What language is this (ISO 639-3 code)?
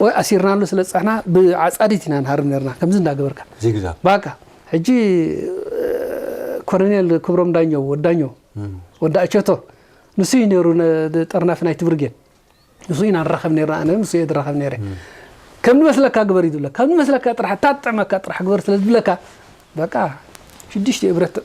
tir